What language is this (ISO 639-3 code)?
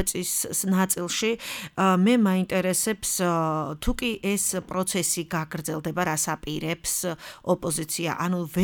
kat